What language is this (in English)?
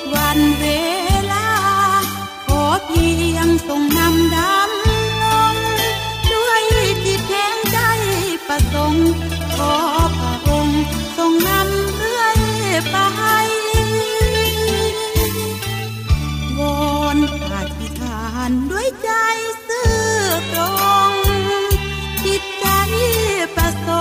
Thai